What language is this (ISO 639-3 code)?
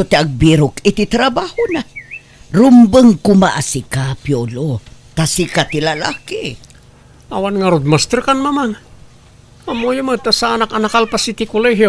ilo